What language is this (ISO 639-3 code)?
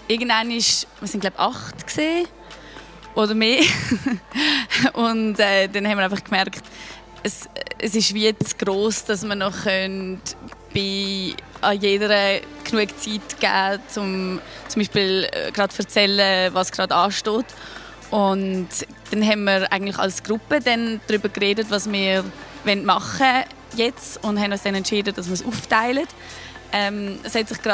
gsw